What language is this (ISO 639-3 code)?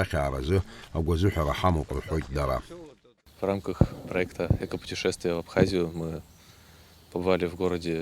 abk